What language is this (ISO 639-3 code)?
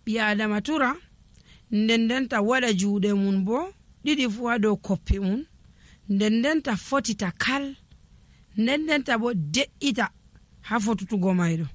fuv